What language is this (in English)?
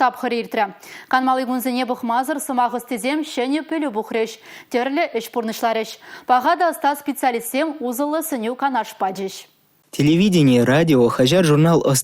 Chuvash